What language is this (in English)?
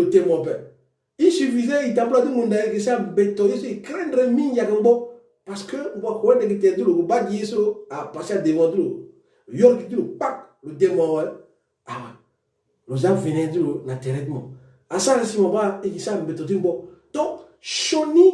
Sango